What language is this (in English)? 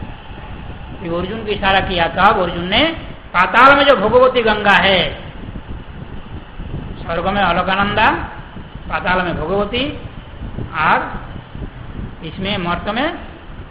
Hindi